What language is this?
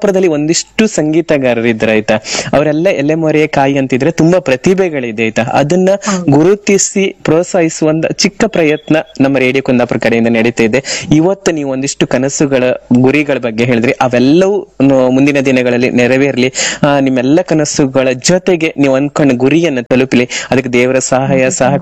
Kannada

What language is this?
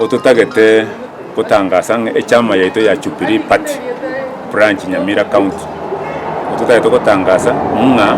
Gusii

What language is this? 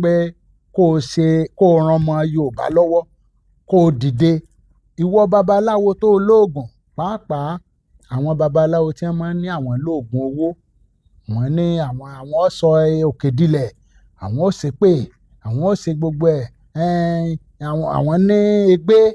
Yoruba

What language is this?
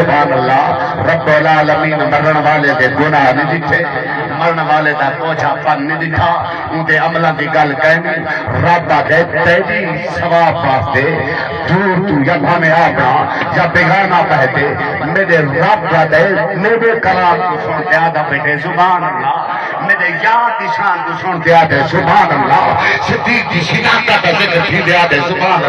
Saraiki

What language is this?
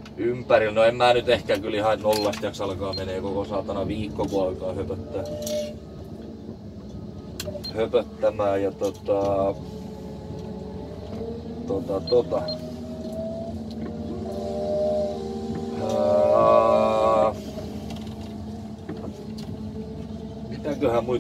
Finnish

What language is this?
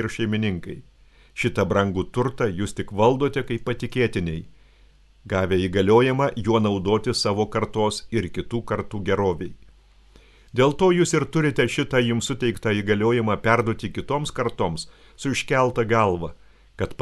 Lithuanian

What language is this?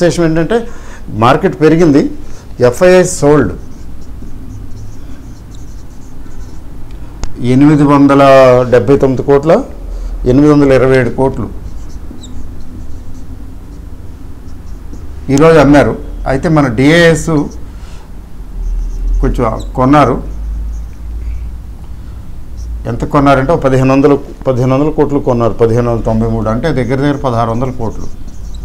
Telugu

